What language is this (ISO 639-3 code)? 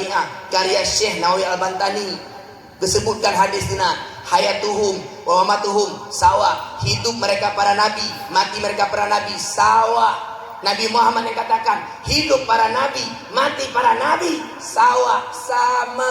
ace